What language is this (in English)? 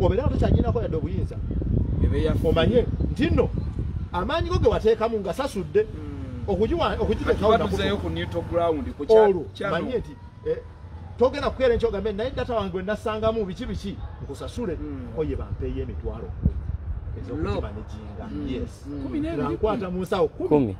Ganda